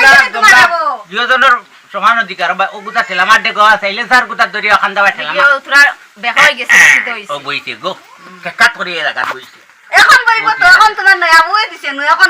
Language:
Sylheti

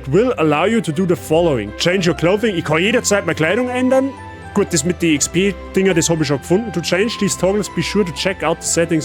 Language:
Bavarian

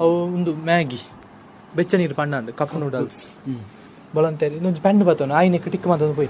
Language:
Tulu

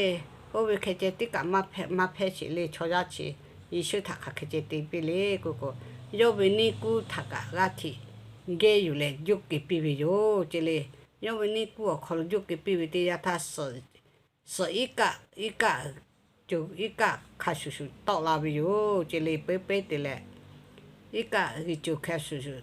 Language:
Lahu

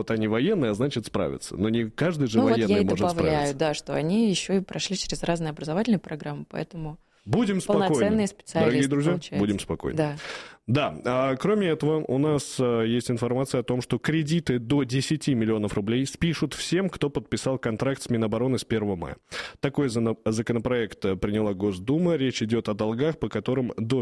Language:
Russian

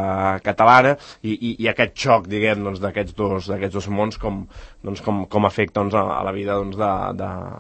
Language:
Catalan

